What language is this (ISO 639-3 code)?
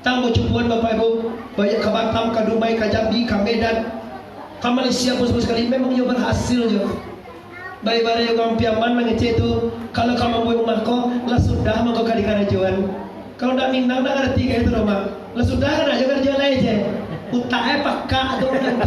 min